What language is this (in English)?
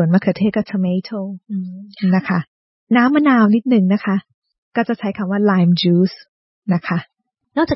Thai